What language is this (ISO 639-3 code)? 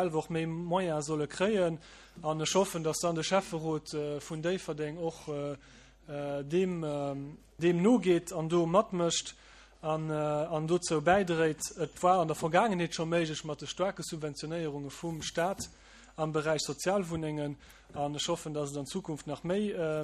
ltz